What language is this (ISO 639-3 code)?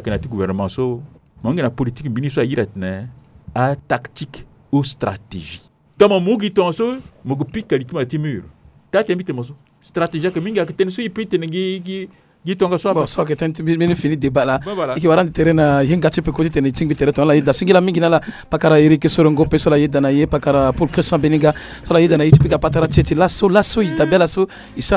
sag